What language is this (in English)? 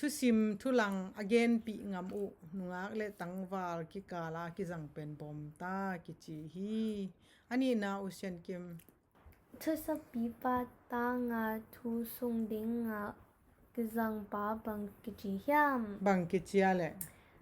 Tedim Chin